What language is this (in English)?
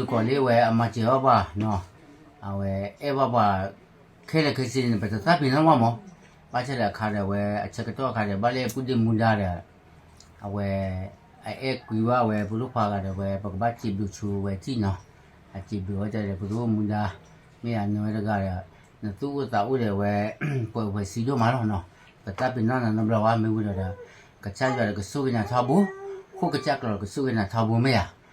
S'gaw Karen